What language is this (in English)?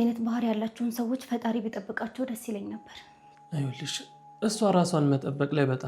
Amharic